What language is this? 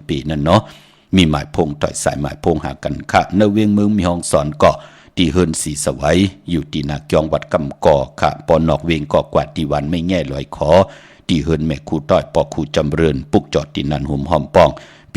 Shan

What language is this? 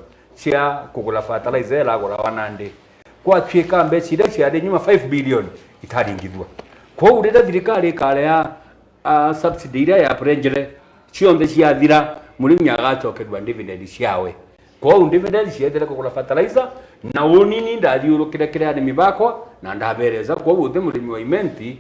Meru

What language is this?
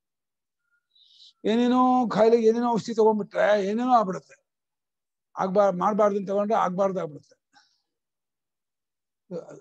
Kannada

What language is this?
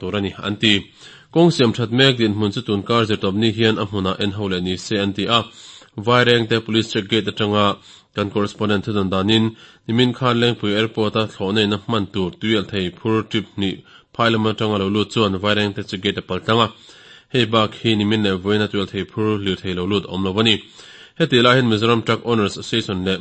Mizo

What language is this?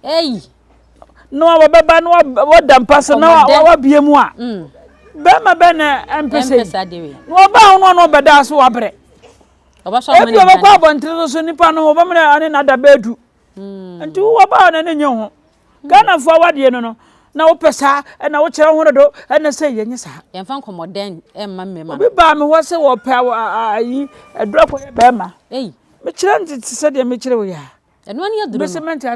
Akan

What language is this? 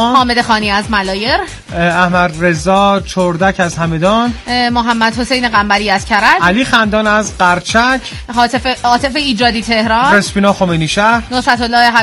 Persian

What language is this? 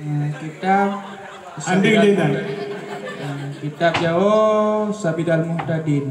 Achinese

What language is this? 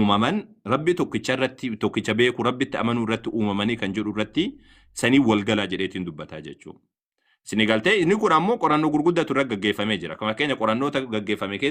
Oromo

